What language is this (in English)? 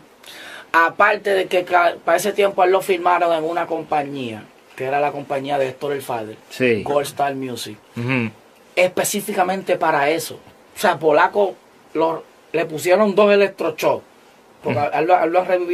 Spanish